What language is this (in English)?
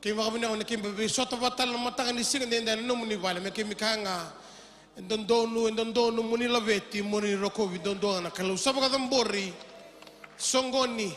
Fijian